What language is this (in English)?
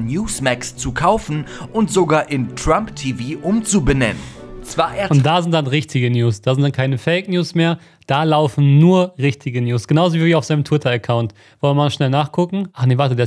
German